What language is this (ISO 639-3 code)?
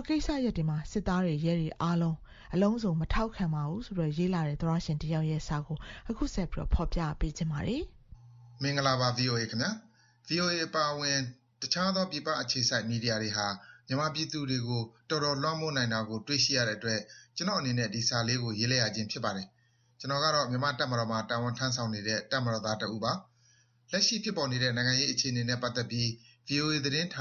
mya